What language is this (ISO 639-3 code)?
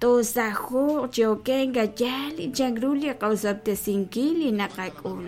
kek